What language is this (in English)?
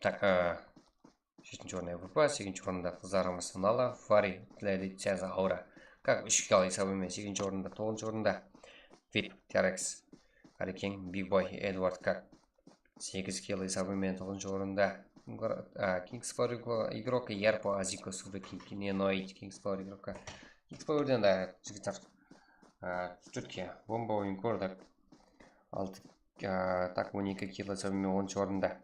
Kara-Kalpak